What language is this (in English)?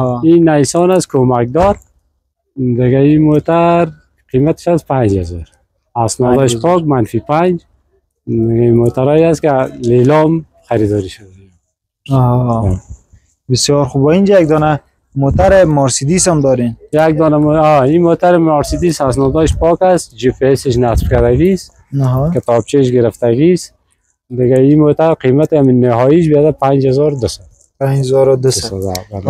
Persian